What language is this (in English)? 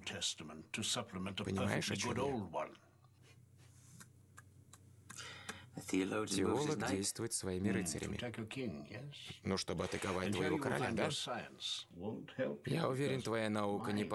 Russian